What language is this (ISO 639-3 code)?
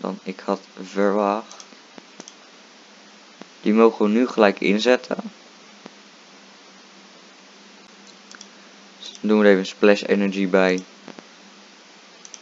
nld